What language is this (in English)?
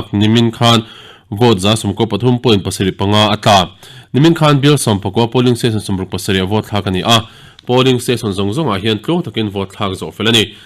Mizo